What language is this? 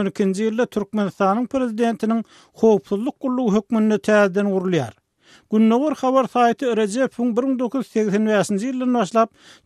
Turkmen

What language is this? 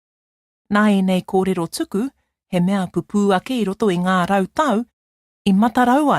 Māori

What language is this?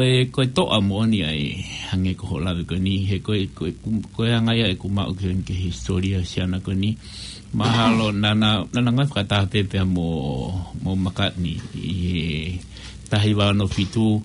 Tongan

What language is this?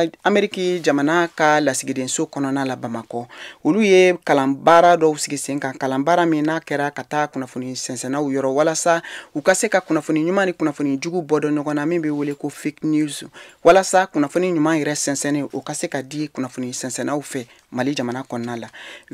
Bambara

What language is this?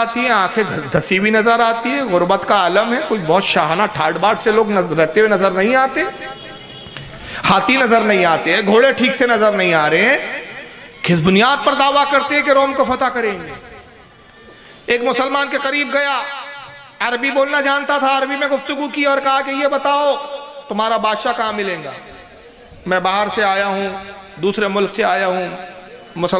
Urdu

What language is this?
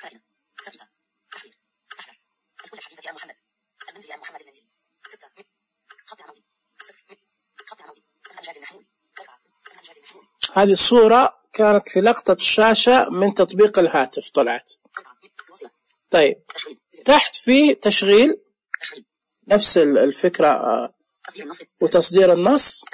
Najdi Arabic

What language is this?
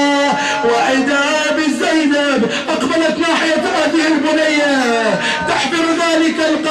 Arabic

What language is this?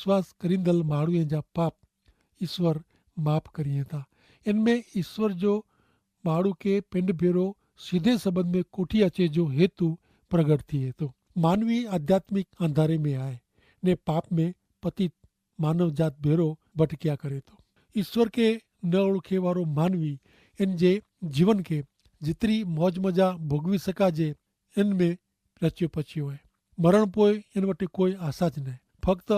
Kachhi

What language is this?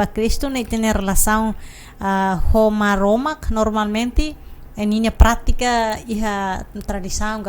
Tetum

